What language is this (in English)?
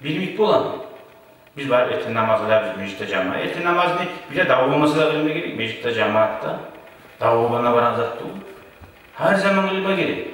Kumyk